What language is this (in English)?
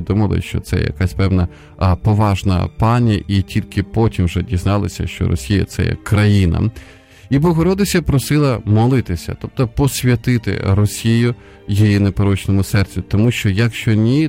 Ukrainian